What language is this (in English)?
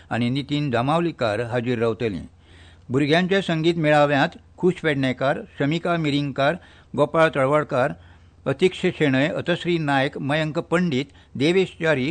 Konkani